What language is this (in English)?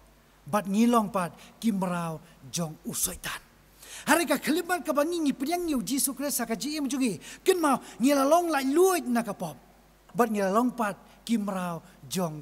Khasi